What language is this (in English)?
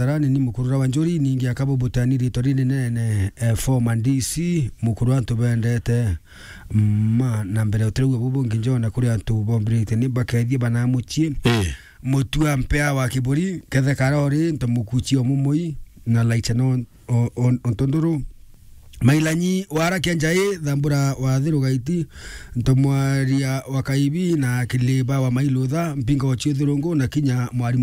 Meru